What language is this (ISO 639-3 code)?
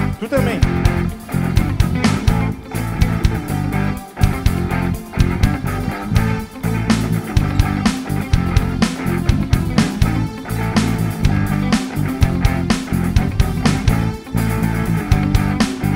por